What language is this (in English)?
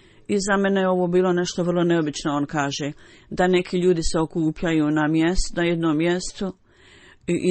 Bosnian